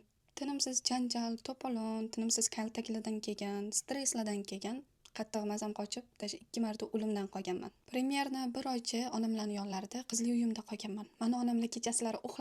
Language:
Uzbek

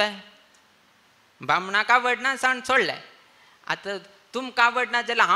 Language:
Konkani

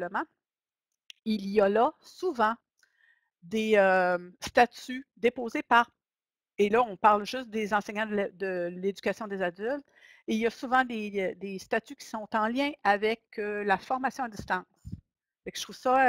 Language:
French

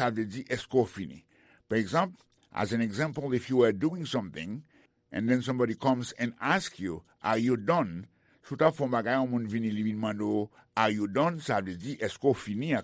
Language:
Haitian Creole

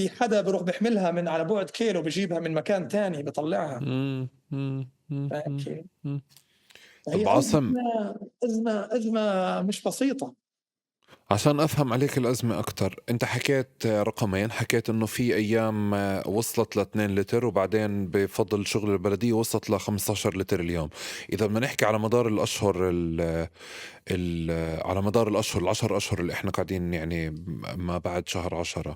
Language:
North Levantine Arabic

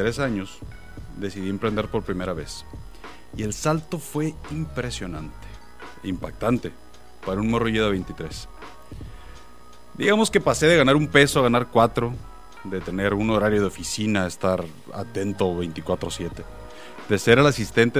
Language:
Spanish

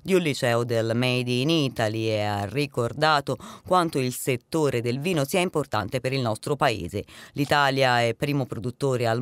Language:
Italian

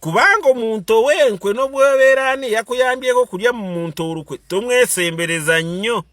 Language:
Ganda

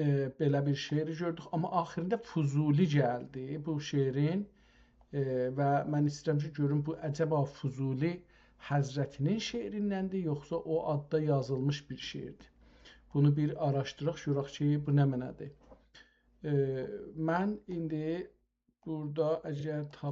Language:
South Azerbaijani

